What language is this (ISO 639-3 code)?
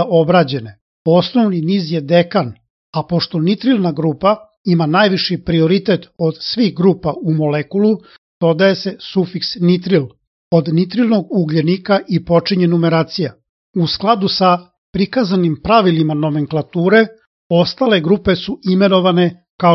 srp